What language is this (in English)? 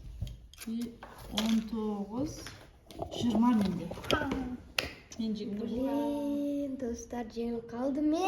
Kazakh